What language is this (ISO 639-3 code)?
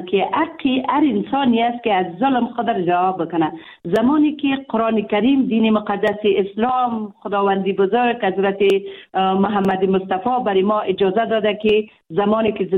fas